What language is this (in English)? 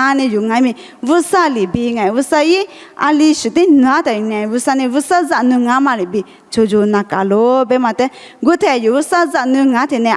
Lisu